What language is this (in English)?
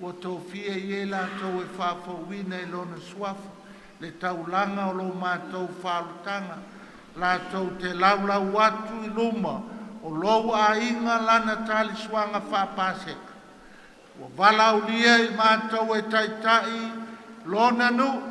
Samoan